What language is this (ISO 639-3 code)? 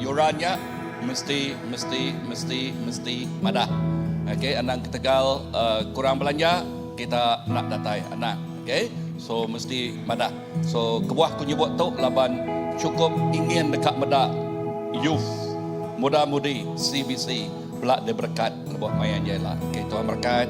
iba